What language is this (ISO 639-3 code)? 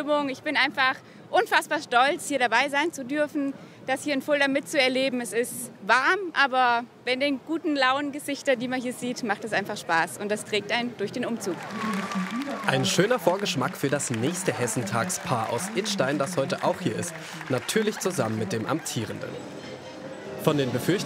deu